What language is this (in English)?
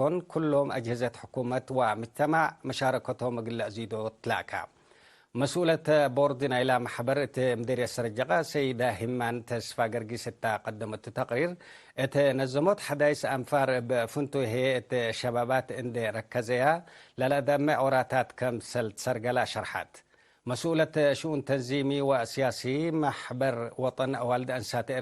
Tigre